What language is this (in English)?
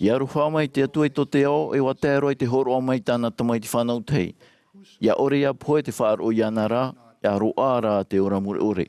Tahitian